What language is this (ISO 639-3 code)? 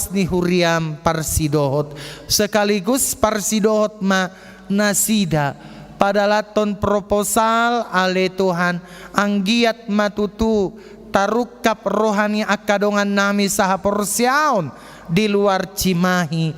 bbc